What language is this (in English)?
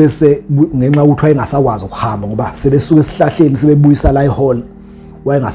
Zulu